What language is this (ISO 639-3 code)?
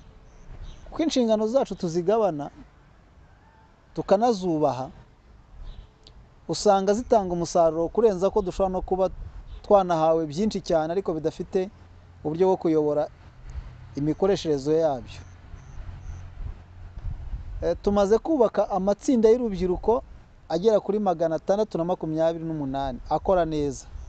kin